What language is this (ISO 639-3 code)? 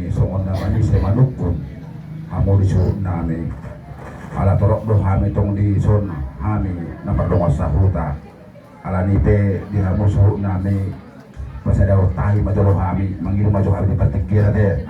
bbc